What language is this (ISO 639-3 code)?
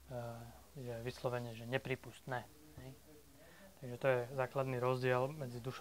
slk